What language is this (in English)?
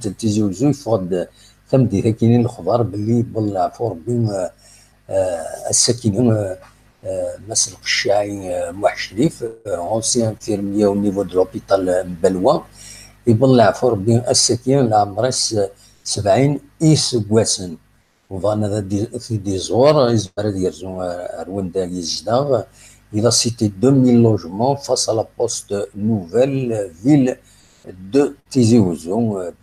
Kabyle